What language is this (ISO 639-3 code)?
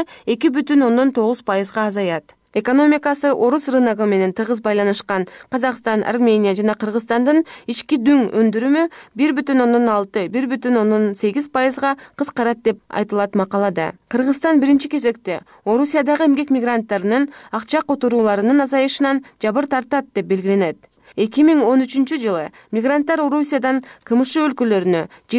kir